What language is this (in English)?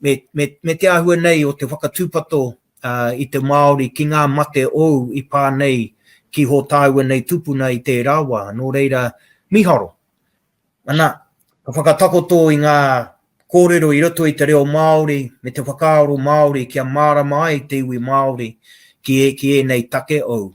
Māori